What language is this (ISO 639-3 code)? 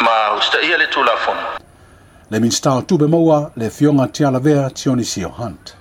smo